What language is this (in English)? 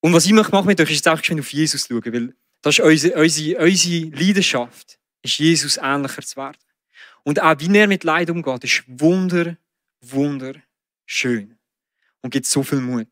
Swiss German